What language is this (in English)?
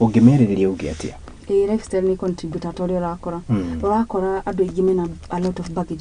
Kikuyu